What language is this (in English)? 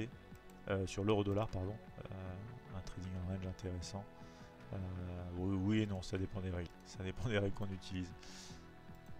French